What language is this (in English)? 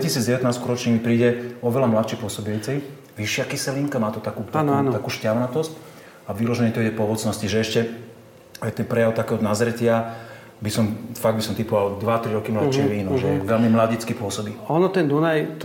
Slovak